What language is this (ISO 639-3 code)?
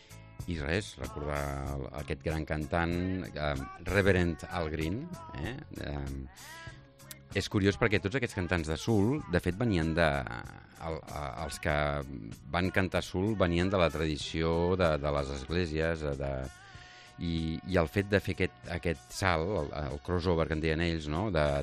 cat